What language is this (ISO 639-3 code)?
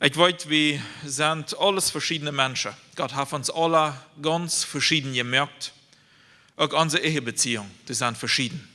pdt